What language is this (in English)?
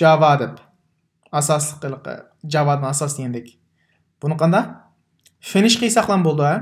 Uyghur